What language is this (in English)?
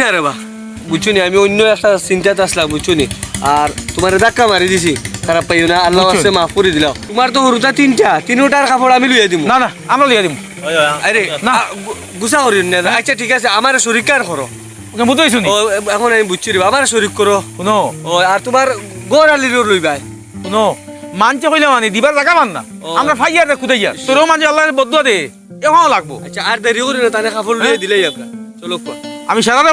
Sylheti